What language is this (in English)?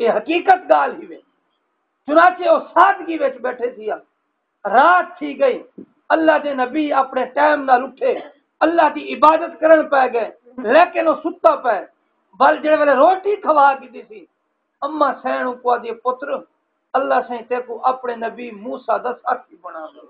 Saraiki